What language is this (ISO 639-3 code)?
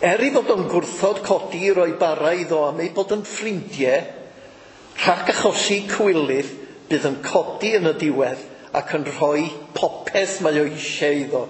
cym